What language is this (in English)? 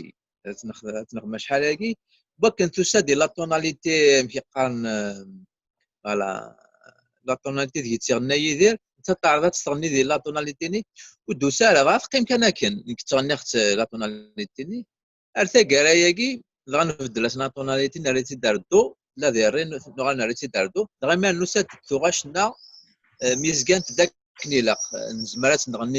Kabyle